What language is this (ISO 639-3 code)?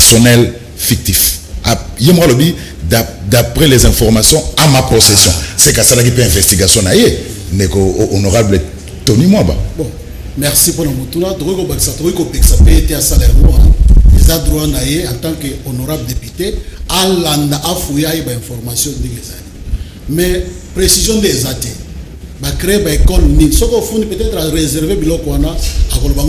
lin